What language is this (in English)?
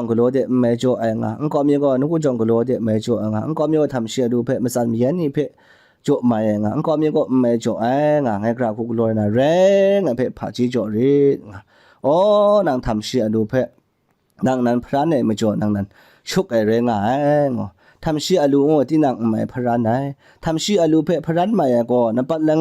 Kachin